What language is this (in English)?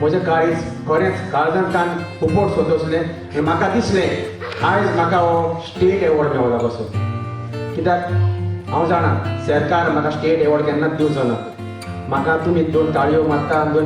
Konkani